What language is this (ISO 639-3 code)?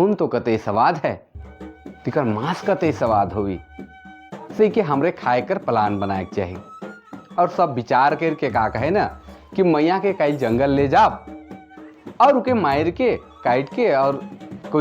sck